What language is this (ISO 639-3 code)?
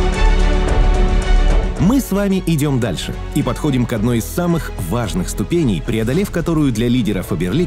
rus